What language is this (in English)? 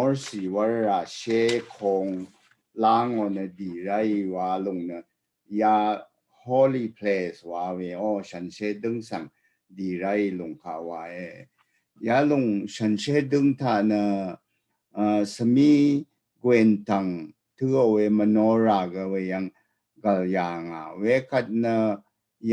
Rawang